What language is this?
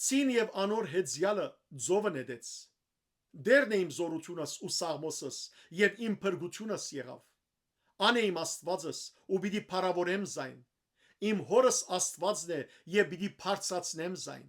Western Armenian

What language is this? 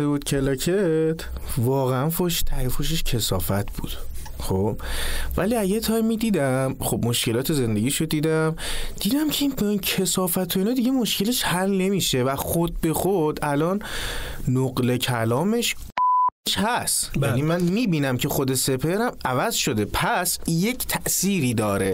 Persian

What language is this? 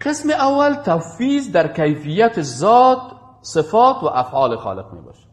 Persian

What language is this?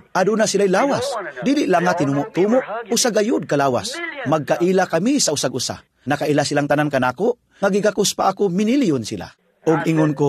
Cebuano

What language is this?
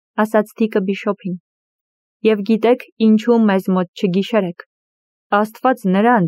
Armenian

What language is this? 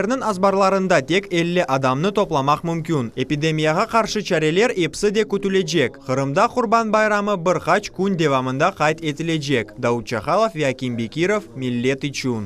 Crimean Tatar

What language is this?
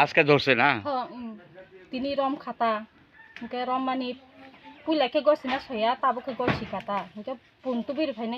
Kok Borok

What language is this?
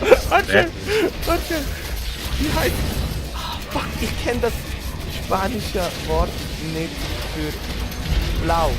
Swiss German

